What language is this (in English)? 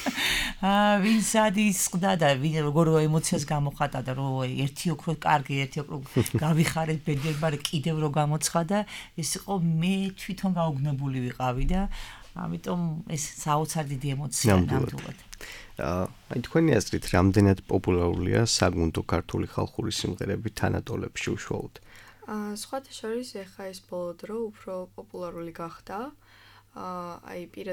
Georgian